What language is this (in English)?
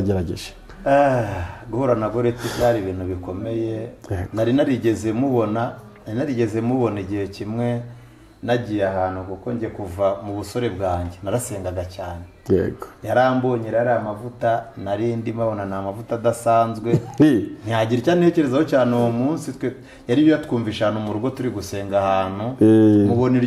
Kinyarwanda